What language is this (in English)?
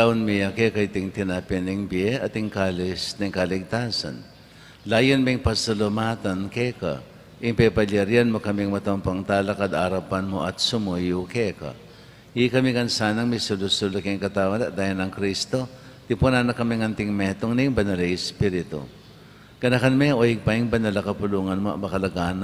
Pampanga